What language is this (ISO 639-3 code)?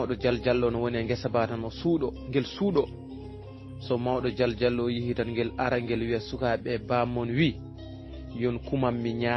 ful